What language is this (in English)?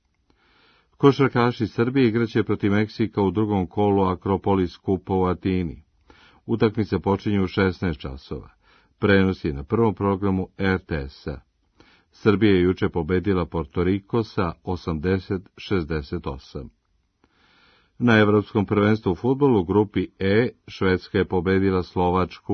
Serbian